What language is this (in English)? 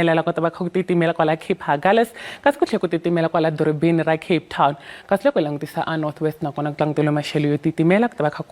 Tsonga